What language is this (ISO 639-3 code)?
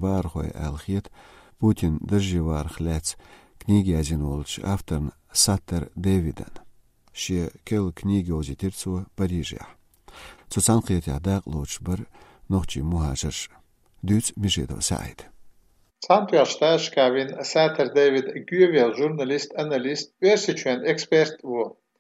che